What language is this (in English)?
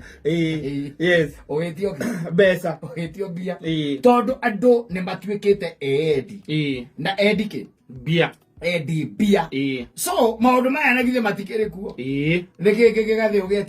Kikuyu